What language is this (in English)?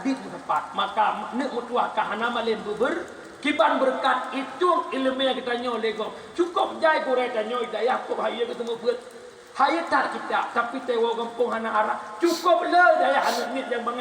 Achinese